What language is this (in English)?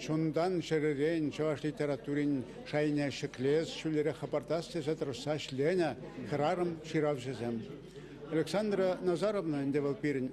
Chuvash